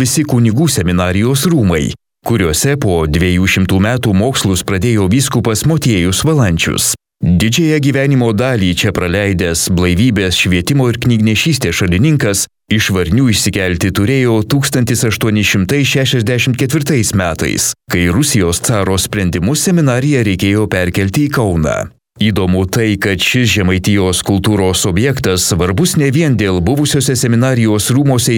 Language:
Lithuanian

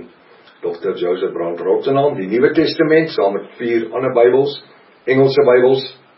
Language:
Afrikaans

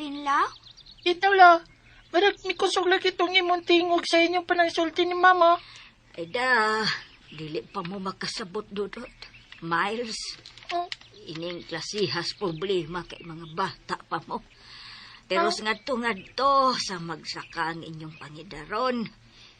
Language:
Cebuano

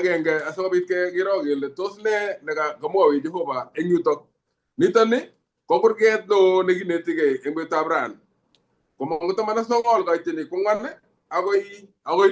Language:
Kalenjin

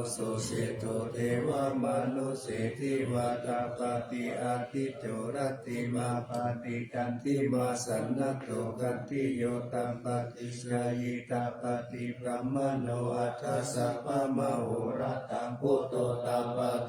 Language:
Pali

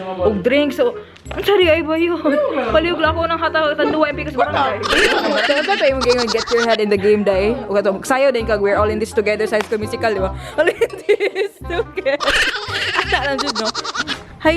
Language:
Cebuano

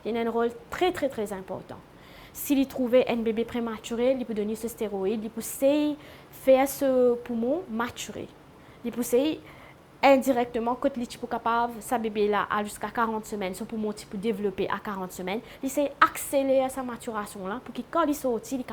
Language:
Morisyen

